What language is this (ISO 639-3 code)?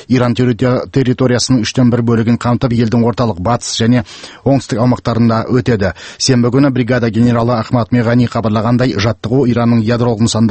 kaz